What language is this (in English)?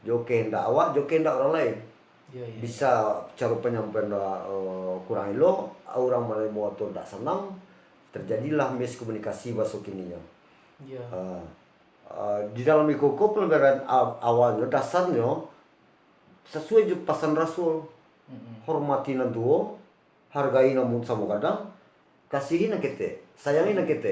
Minangkabau